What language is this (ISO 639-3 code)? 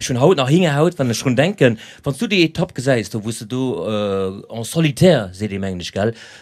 ltz